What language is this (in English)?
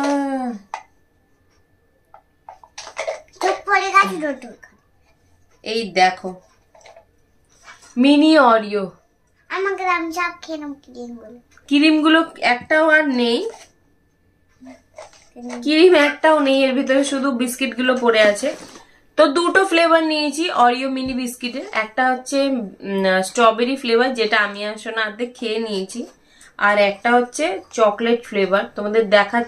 Bangla